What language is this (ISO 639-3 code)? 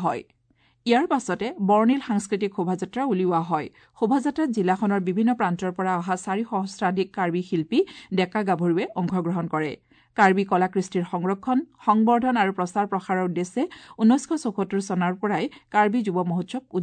asm